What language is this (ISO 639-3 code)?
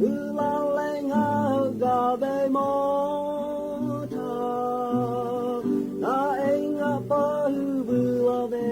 lhu